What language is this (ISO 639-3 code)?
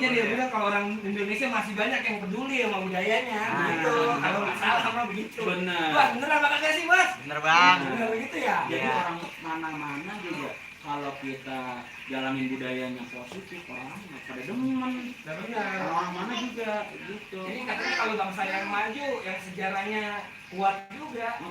bew